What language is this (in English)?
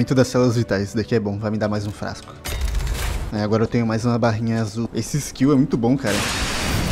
Portuguese